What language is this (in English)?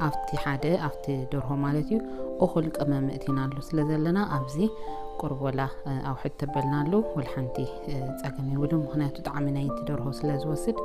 Tigrinya